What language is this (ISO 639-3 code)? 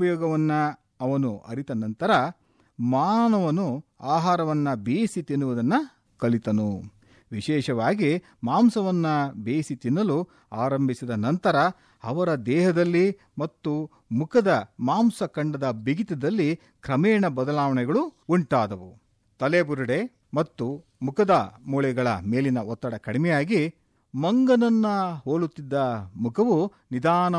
kan